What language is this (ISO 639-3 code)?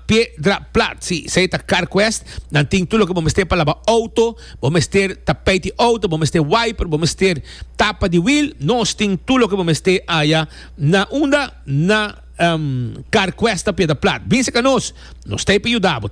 pap